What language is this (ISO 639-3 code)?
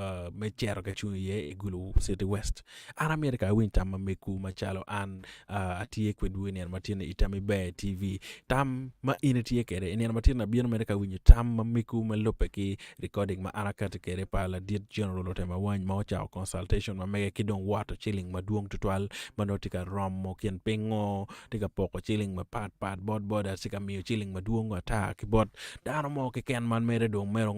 ach